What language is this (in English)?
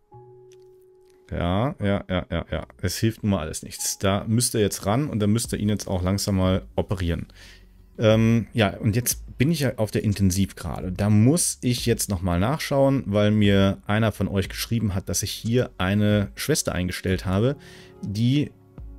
German